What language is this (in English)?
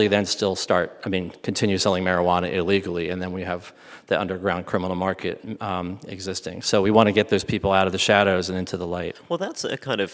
English